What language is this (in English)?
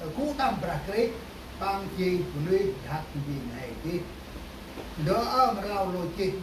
Central Mnong